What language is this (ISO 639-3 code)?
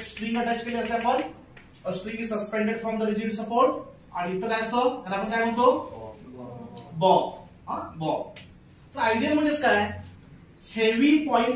mar